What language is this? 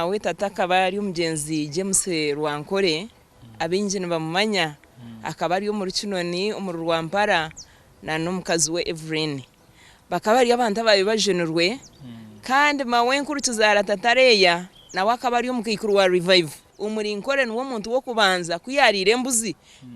Nyankole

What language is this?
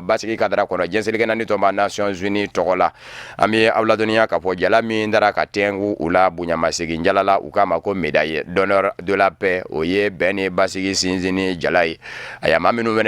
Bambara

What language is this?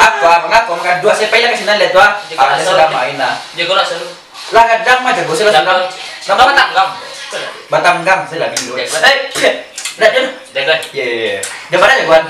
Minangkabau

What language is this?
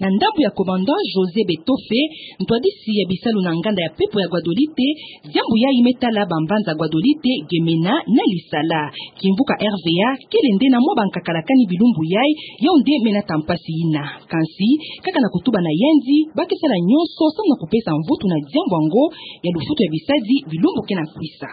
Kituba (Democratic Republic of Congo)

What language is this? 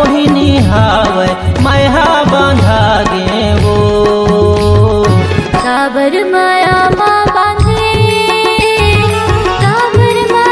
Chhattisgarhi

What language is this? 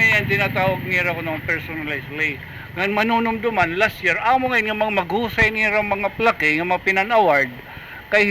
Waray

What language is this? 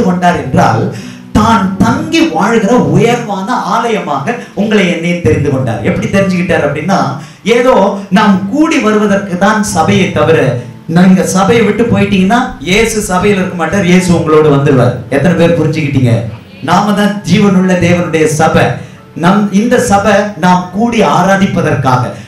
Tamil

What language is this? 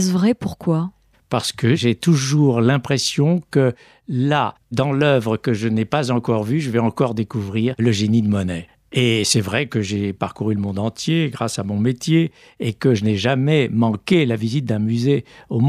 French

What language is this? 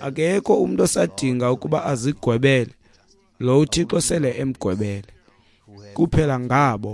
Xhosa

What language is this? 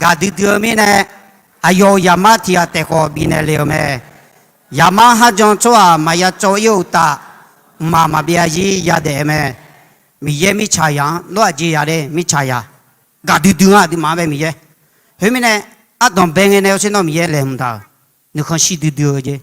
Akha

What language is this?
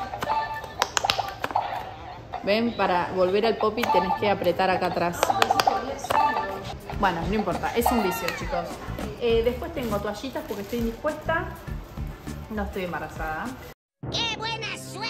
Spanish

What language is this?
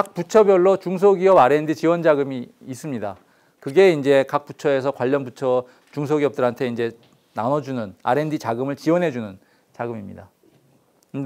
Korean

